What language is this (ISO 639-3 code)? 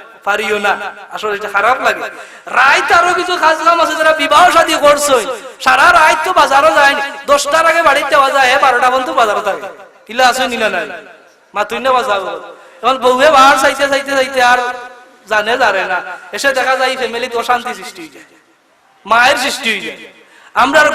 syl